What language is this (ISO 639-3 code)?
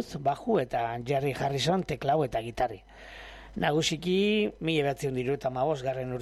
eus